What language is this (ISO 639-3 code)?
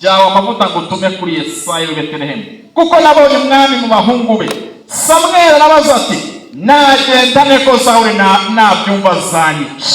kin